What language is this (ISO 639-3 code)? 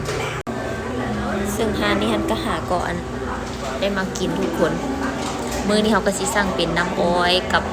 lao